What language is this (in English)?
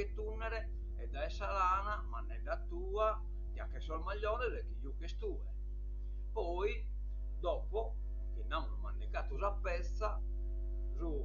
Sardinian